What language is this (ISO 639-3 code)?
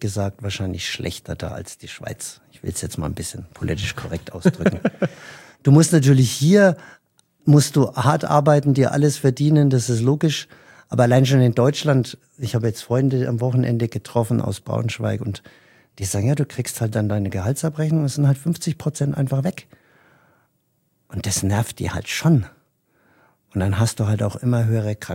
deu